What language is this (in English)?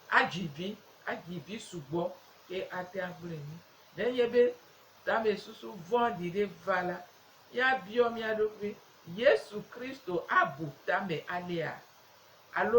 Gen